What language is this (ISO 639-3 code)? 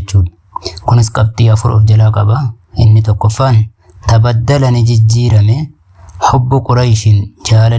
orm